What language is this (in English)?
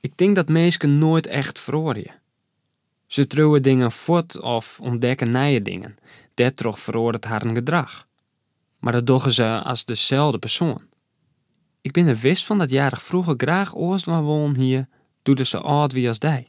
Western Frisian